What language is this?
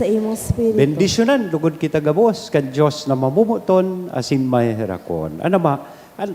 Bikol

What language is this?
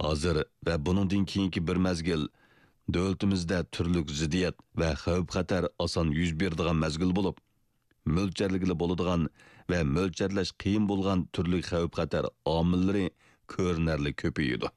Uyghur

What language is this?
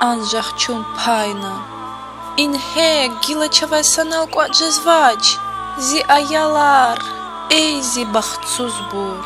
Lezghian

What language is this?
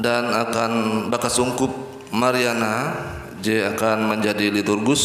Ngaju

